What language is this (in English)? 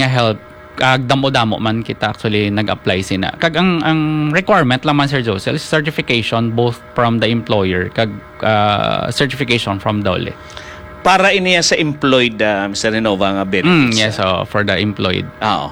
Hiligaynon